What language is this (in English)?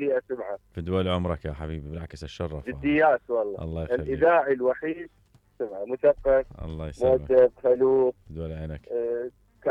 Mesopotamian Arabic